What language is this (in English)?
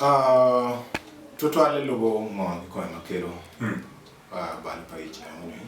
Acoli